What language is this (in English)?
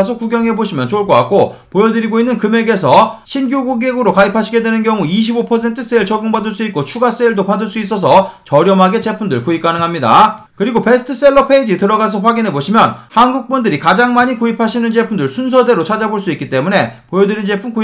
Korean